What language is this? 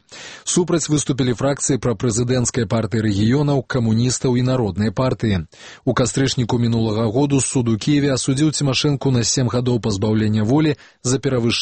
Belarusian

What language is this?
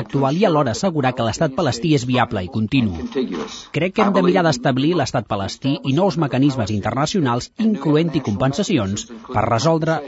Catalan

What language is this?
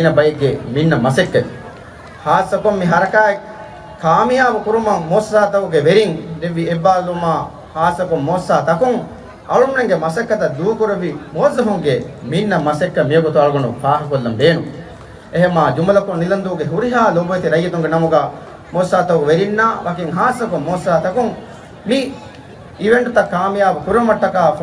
Divehi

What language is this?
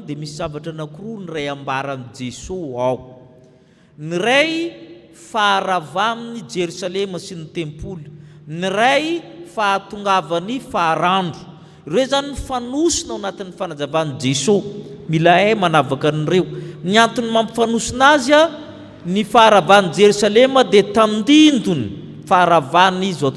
Malagasy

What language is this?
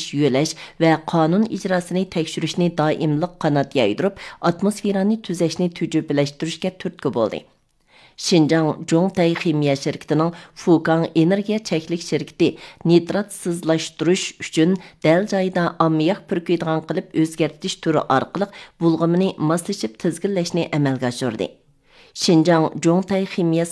Uyghur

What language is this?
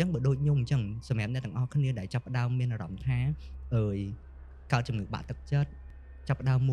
Khmer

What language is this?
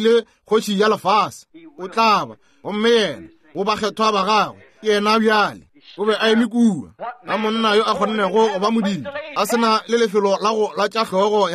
Northern Sotho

